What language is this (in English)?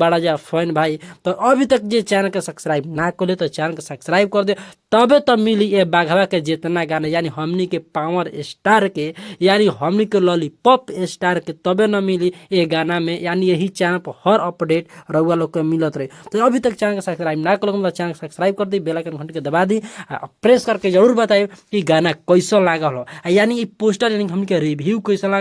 Bhojpuri